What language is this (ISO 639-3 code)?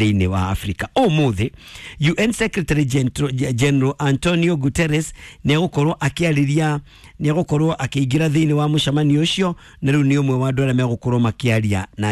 kik